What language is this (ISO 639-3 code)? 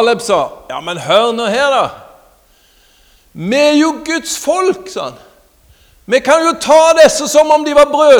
nor